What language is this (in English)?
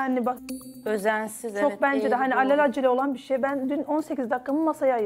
Turkish